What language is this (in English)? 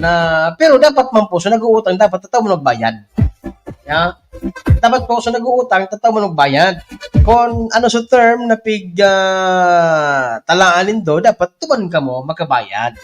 Bikol